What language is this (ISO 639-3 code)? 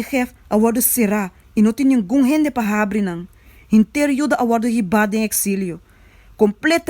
pap